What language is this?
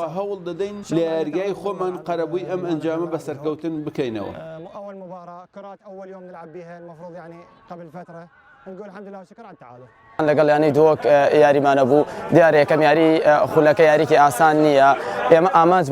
Central Kurdish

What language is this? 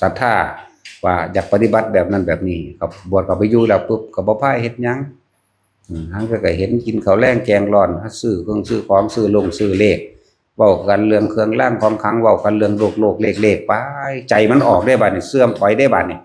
Northeastern Thai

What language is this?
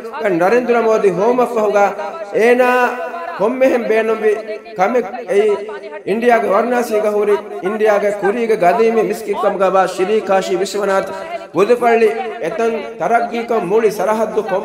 Divehi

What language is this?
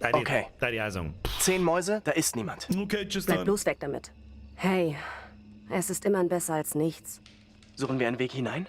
Bavarian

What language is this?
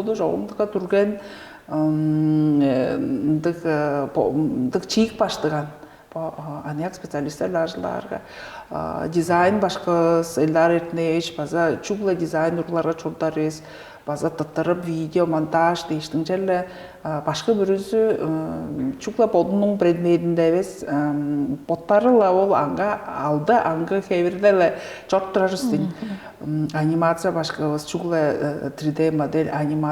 Tuvinian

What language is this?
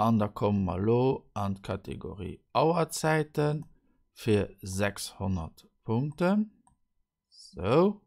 Luxembourgish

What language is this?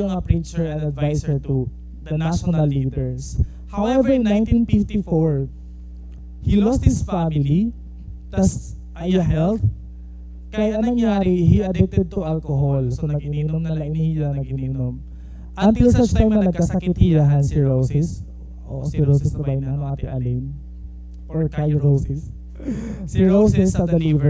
Waray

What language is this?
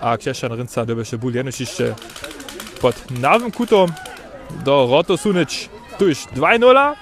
Upper Sorbian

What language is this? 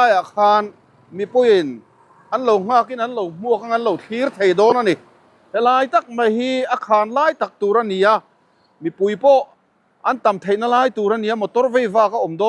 Mizo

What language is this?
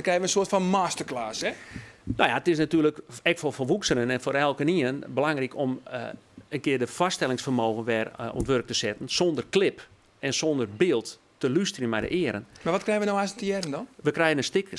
Western Frisian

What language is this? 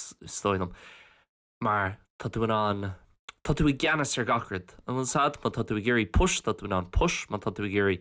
Irish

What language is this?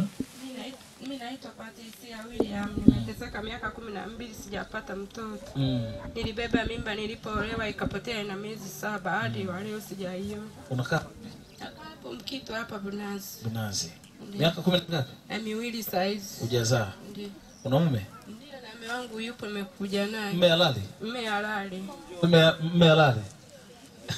Swahili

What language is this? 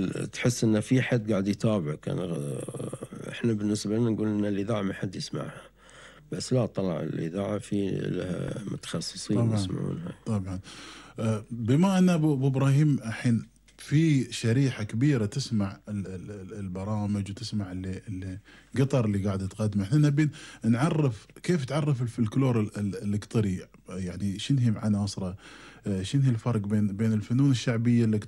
Gulf Arabic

